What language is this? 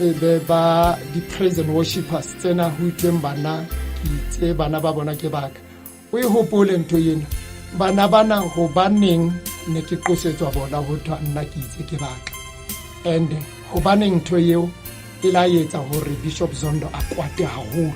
Southern Sotho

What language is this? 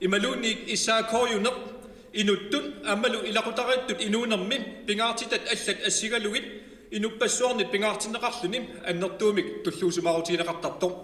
Kalaallisut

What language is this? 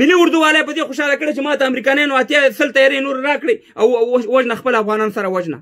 Pashto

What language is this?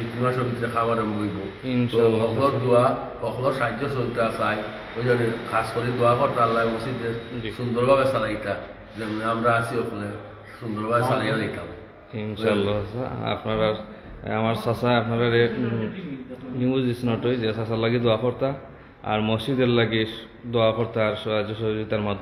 Sylheti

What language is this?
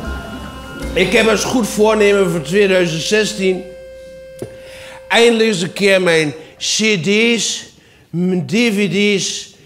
Dutch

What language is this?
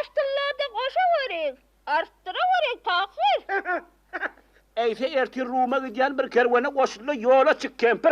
Turkmen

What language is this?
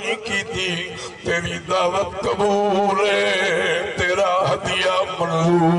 Saraiki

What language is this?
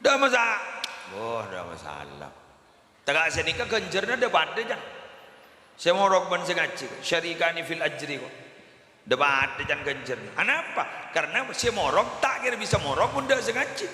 Madurese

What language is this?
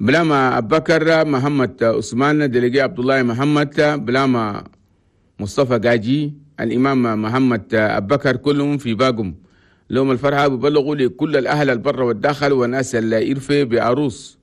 Chadian Arabic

